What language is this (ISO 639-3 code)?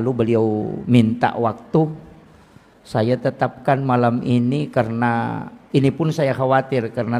bug